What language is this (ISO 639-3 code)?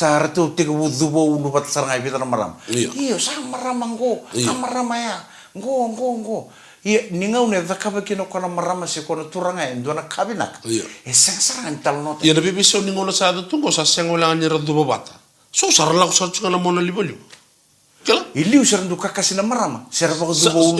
fij